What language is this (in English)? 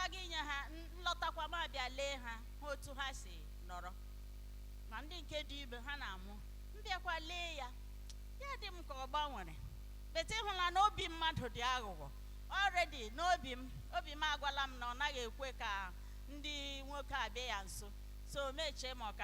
Igbo